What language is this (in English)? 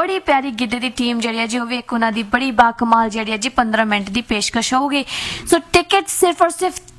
Punjabi